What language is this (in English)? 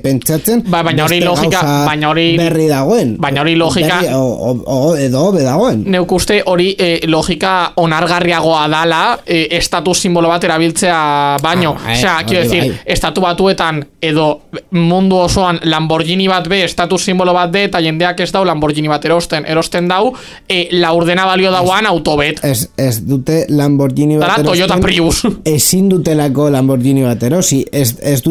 Basque